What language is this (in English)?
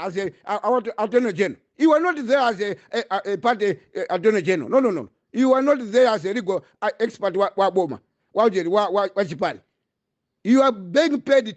Nyanja